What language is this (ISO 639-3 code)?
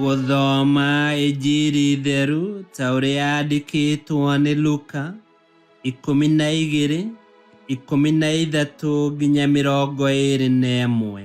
kik